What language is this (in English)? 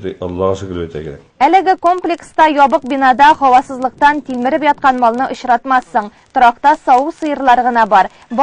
Tatar